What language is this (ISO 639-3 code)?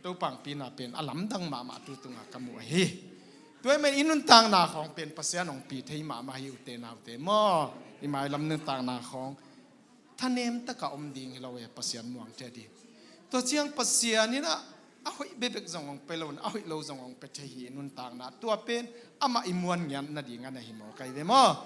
ctd